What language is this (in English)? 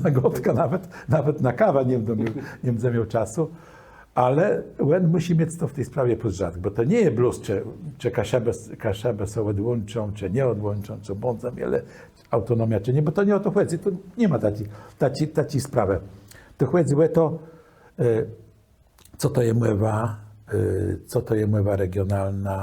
Kashubian